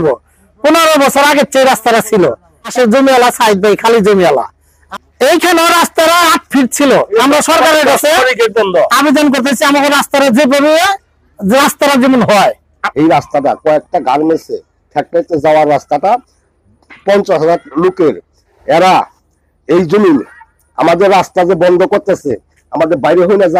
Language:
Bangla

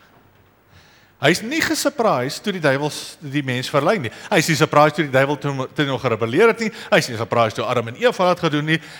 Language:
Afrikaans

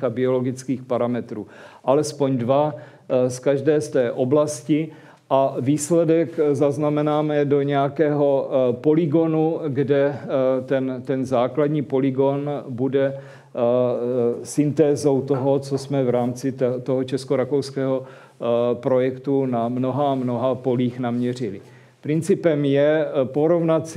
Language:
Czech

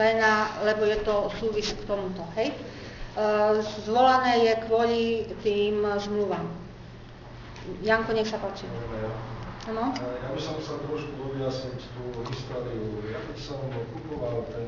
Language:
Slovak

